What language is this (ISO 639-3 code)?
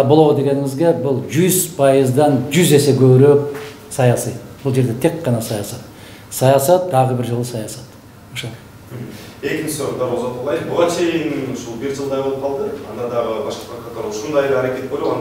kir